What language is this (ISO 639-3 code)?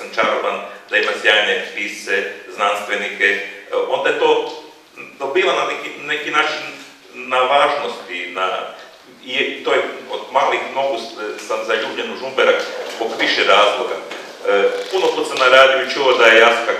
hrv